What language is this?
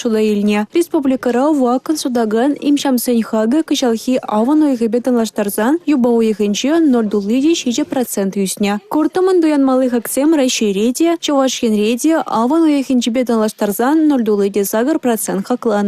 Chuvash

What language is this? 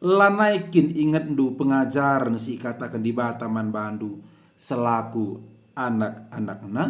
Batak Karo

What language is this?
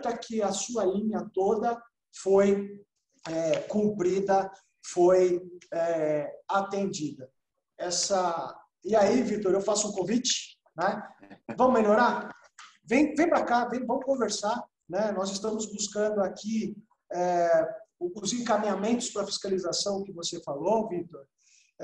Portuguese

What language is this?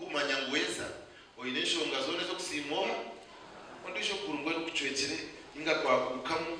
Nyankole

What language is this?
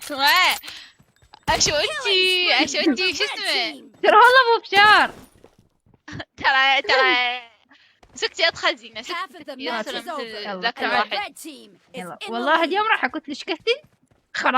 Mesopotamian Arabic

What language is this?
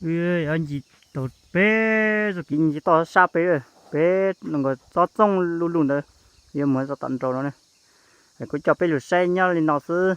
Hmong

